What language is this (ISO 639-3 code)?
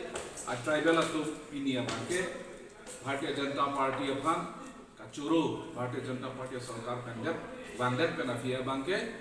mjw